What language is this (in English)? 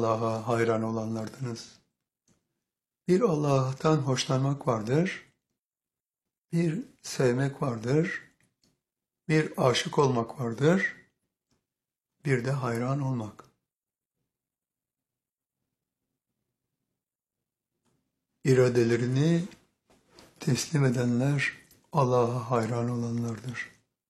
Turkish